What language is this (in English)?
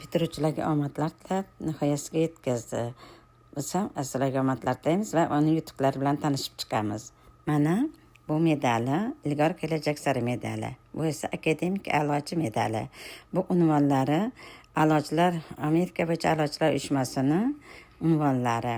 Uzbek